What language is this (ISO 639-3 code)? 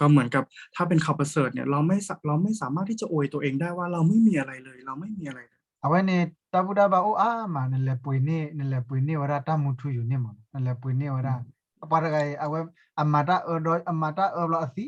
ksw